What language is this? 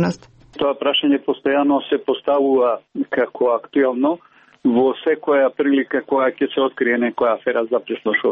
Macedonian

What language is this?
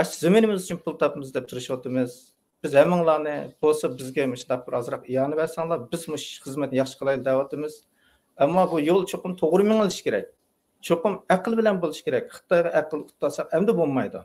Uyghur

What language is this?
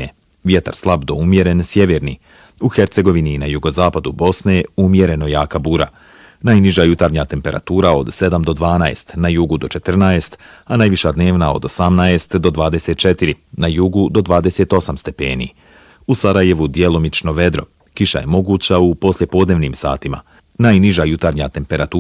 Bosnian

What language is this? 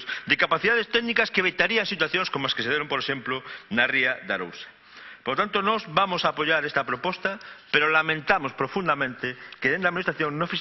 Galician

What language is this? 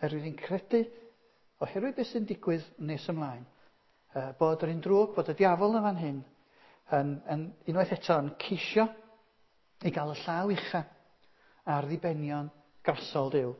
Welsh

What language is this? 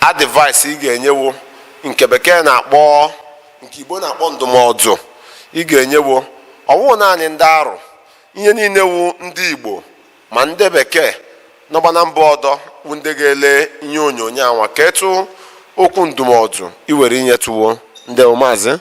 Igbo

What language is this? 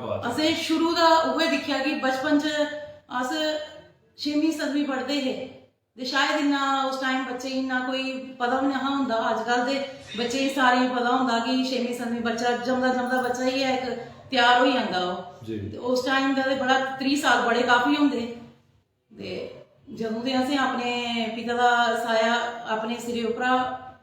Dogri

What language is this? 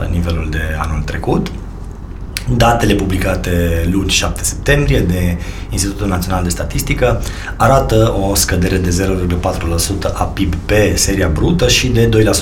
Romanian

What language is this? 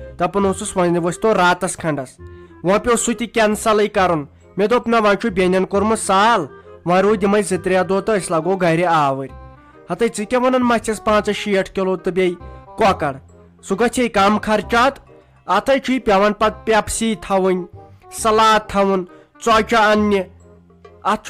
Kashmiri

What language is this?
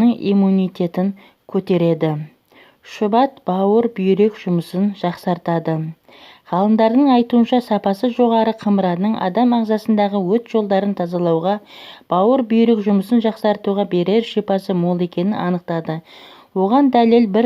Kazakh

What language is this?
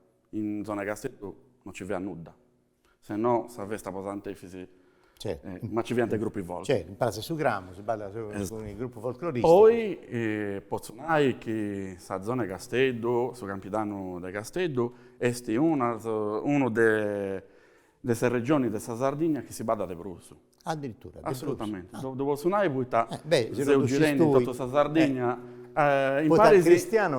Sardinian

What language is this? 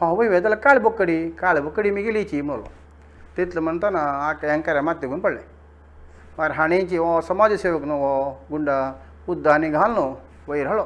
Konkani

